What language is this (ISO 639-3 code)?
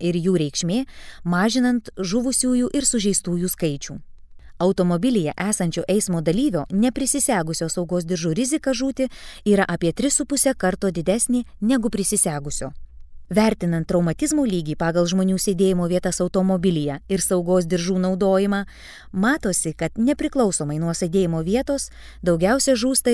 lit